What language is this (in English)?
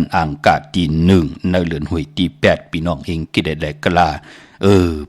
Shan